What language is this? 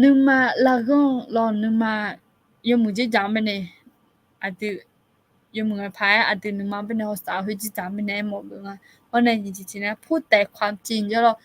Akha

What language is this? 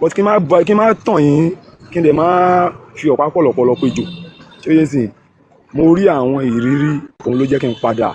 Yoruba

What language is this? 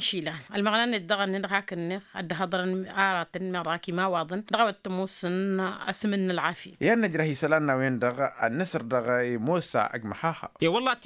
Tamasheq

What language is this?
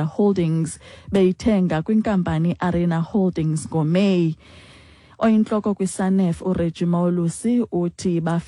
Xhosa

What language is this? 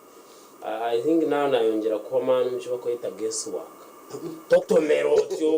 Nyankole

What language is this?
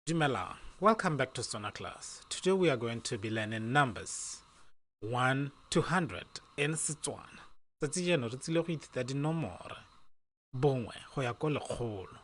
Tswana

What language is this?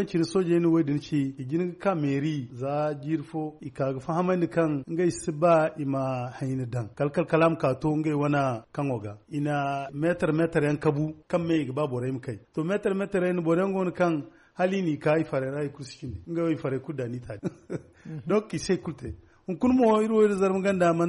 Zarma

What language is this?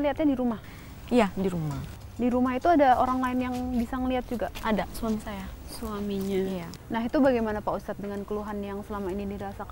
Indonesian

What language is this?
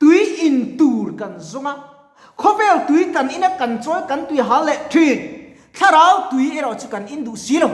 Mizo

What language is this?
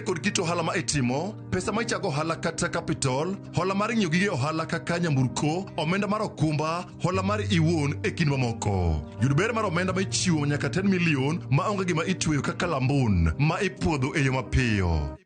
Luo (Kenya and Tanzania)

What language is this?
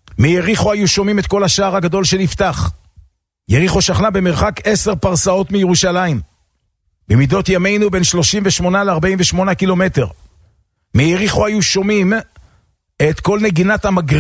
Hebrew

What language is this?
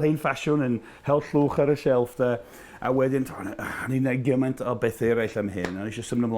Welsh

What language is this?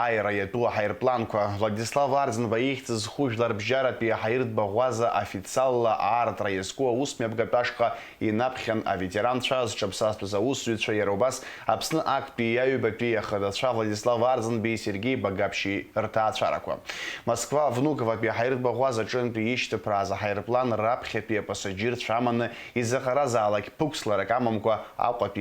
Abkhazian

